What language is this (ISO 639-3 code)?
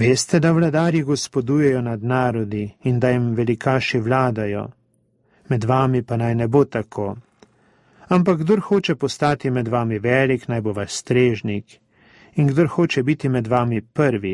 slv